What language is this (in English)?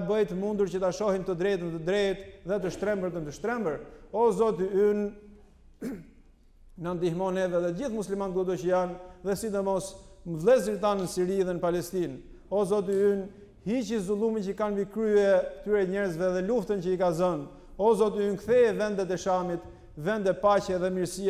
Albanian